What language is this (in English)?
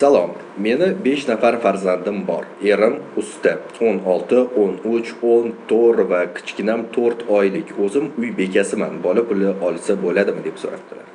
Uzbek